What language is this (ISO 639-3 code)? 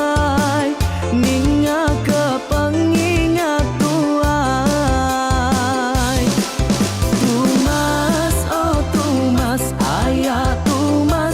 iba